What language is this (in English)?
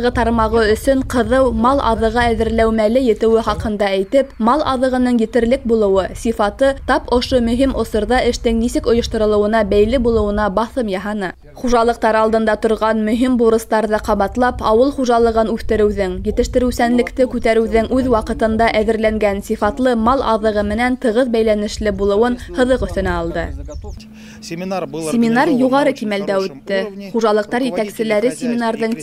Bashkir